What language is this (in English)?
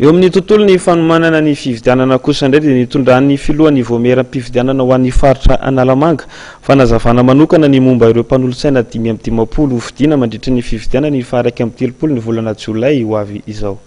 Malagasy